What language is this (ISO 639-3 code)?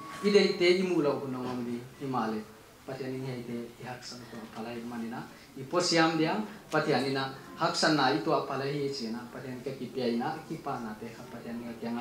pck